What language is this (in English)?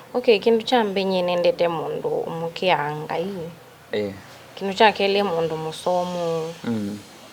Kamba